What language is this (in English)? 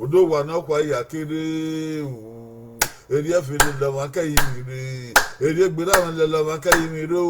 Bini